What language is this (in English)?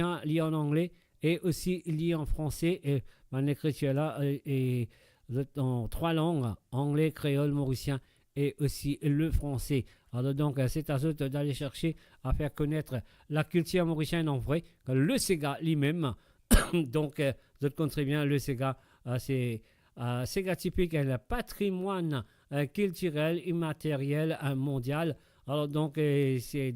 Morisyen